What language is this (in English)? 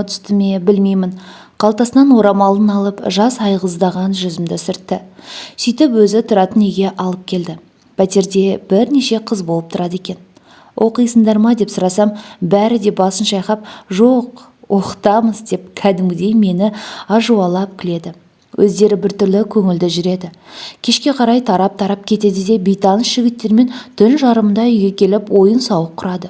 Kazakh